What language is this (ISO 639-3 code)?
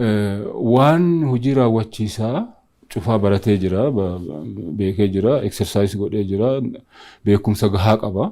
orm